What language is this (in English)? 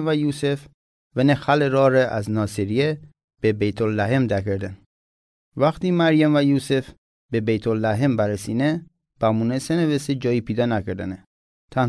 Mazanderani